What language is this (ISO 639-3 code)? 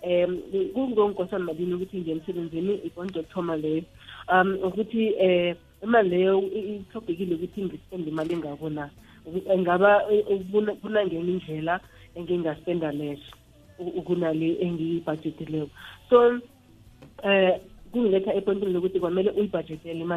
nbl